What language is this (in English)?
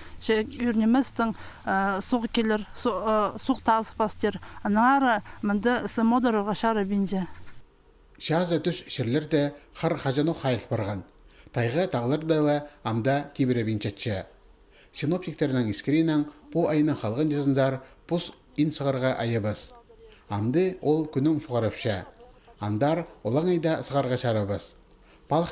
Khakas